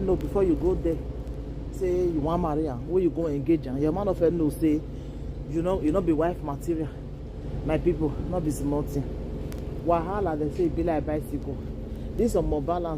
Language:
Nigerian Pidgin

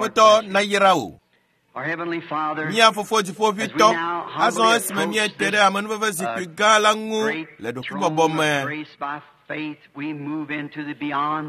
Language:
Ewe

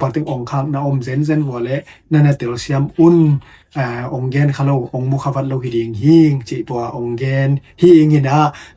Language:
Tedim Chin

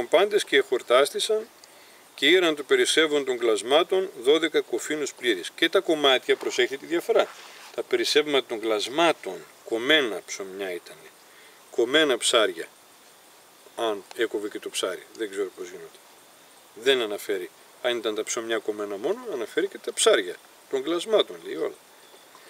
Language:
Greek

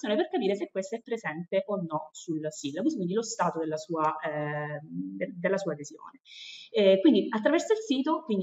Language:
Italian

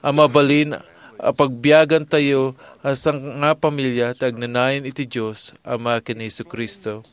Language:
Iloko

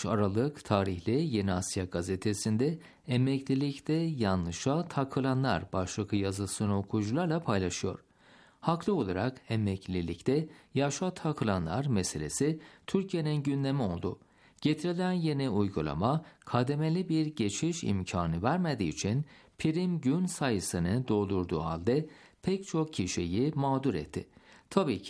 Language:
Turkish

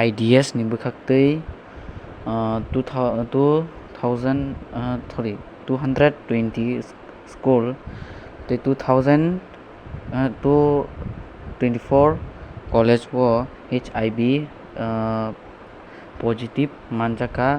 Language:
Kok Borok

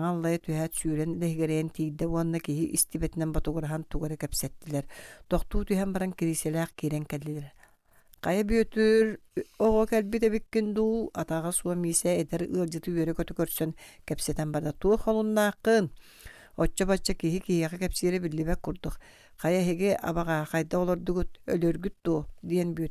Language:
Yakut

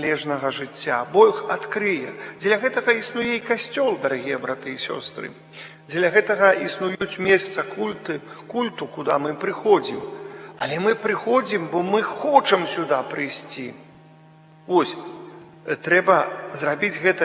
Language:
Belarusian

